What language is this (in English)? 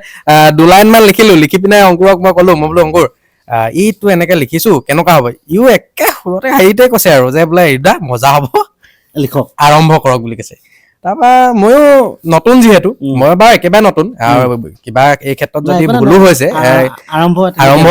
Assamese